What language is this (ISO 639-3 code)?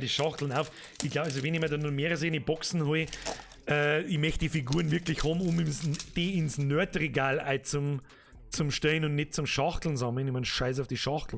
bar